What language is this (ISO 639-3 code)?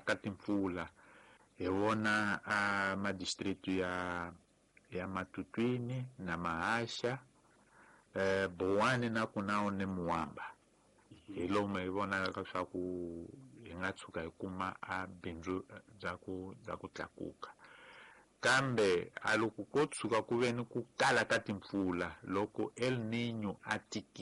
tso